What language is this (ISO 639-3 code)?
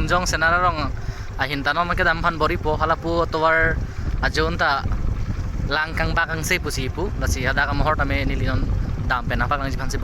mjw